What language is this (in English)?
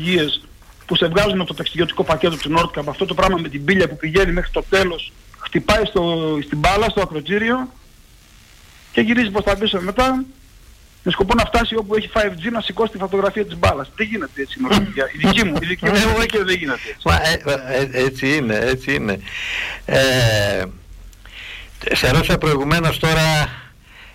Greek